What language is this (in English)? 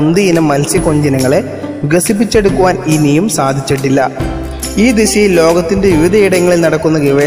Malayalam